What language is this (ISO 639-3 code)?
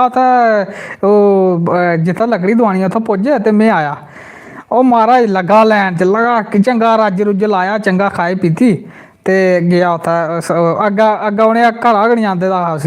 doi